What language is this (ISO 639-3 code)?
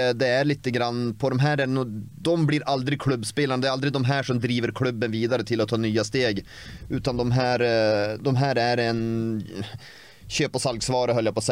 nor